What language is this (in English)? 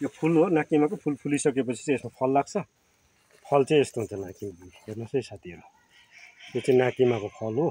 Nepali